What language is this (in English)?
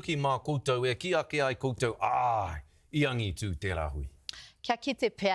Māori